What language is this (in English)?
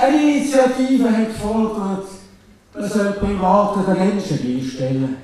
Swiss German